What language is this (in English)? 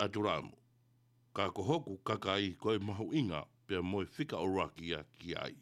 Tongan